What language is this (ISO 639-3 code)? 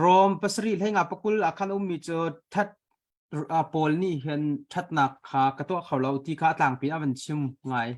cnh